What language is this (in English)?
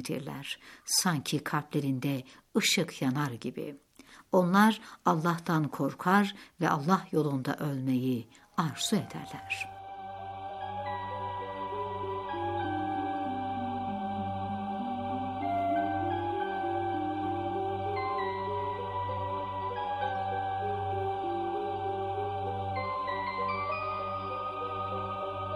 Turkish